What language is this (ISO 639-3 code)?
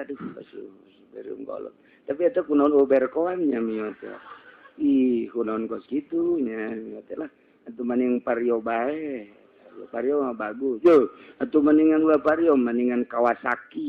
sun